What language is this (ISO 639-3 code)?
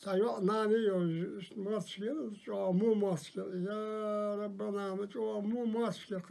inh